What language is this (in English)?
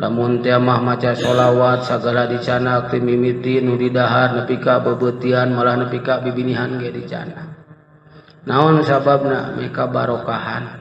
Sundanese